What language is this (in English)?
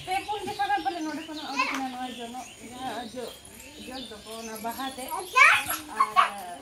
Santali